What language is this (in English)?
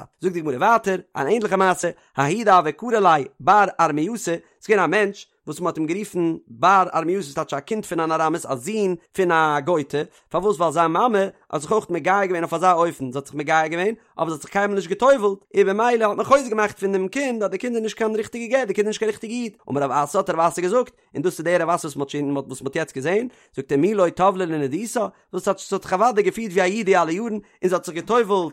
Yiddish